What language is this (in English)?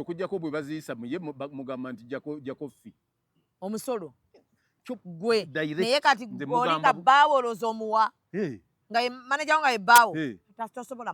Ganda